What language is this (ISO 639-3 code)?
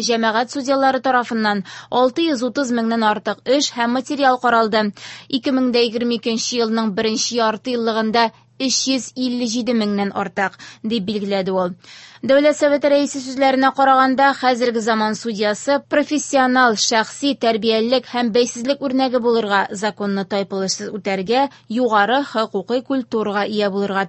tat